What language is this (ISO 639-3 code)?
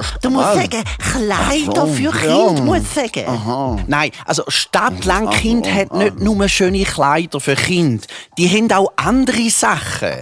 gsw